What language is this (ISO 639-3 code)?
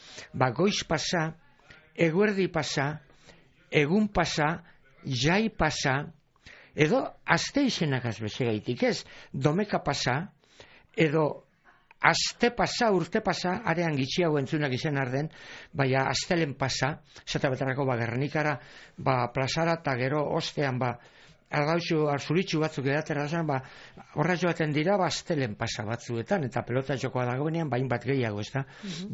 eus